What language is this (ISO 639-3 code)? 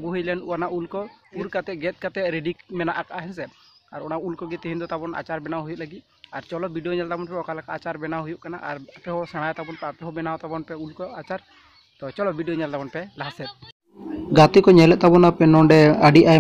sat